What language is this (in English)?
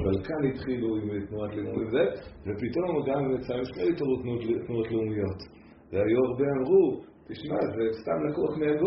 Hebrew